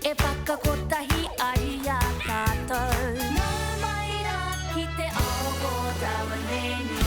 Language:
Māori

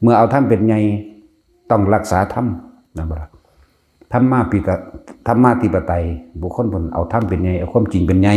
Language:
Northeastern Thai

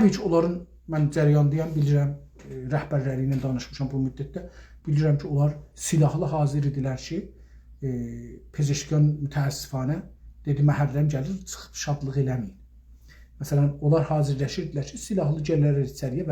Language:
South Azerbaijani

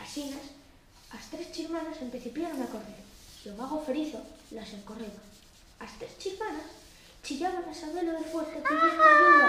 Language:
Aragonese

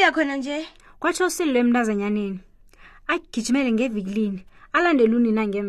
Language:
South Ndebele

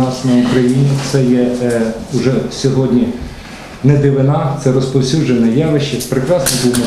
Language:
Ukrainian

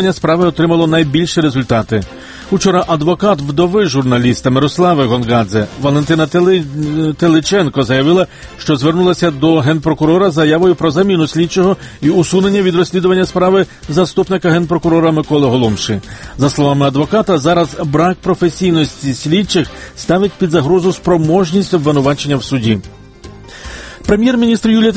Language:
Ukrainian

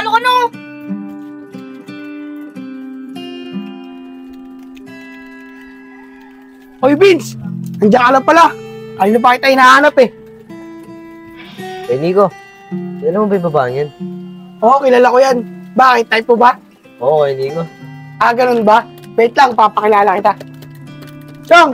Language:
Filipino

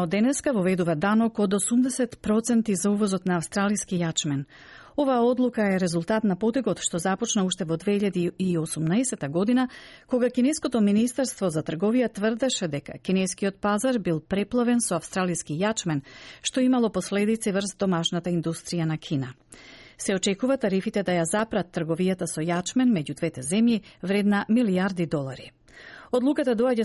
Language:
Macedonian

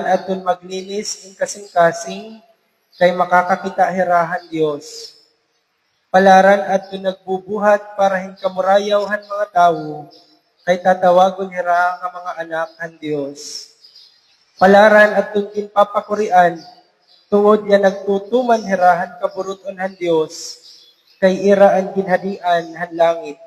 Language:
Waray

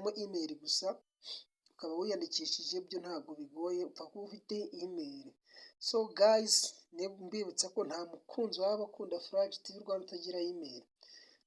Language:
Kinyarwanda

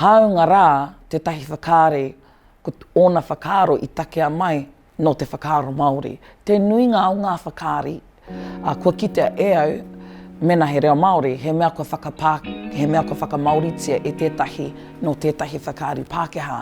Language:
Māori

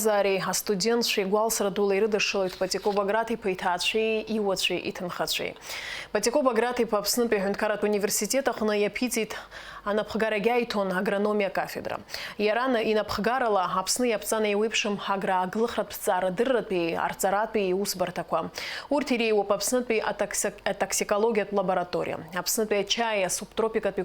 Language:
Abkhazian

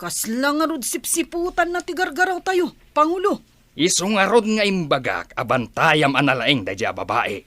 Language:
Iloko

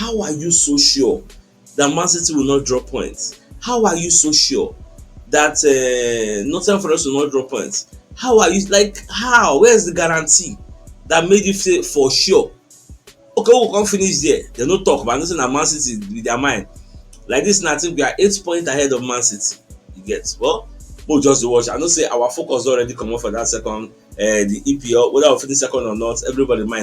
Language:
Nigerian Pidgin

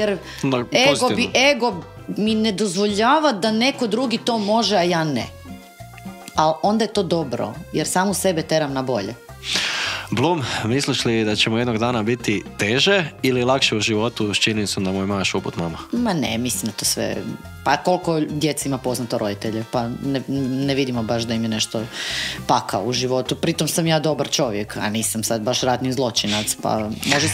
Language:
Croatian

